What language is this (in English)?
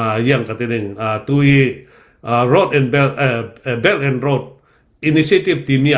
Hakha Chin